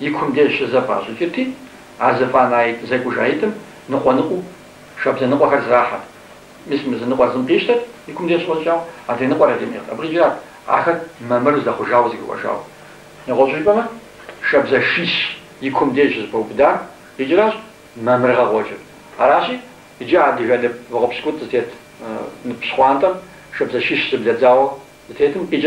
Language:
Kabardian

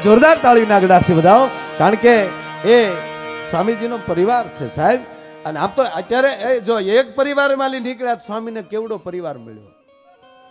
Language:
Gujarati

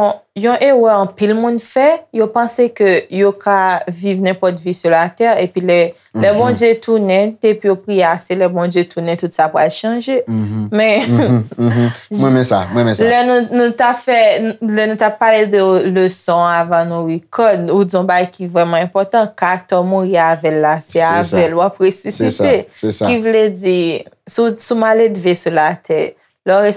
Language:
Haitian Creole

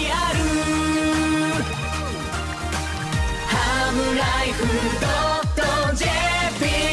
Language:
Japanese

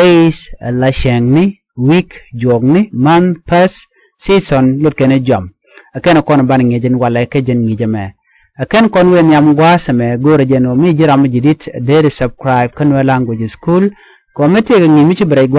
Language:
Nuer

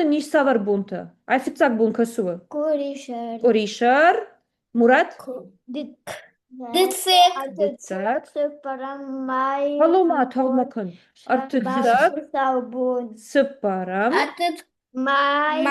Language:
Ossetic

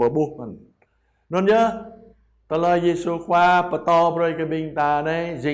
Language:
Jarai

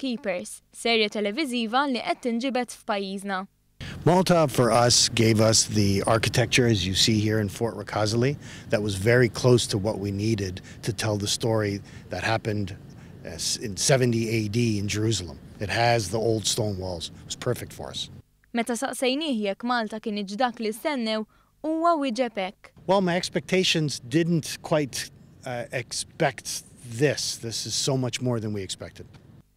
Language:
Maltese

